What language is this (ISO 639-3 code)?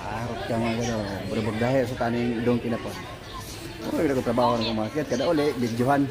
ceb